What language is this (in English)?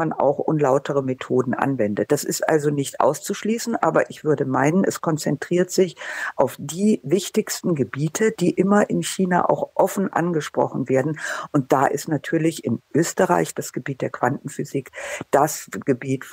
German